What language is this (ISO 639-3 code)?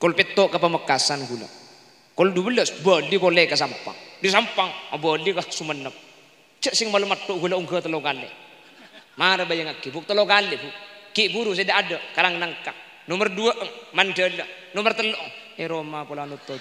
mad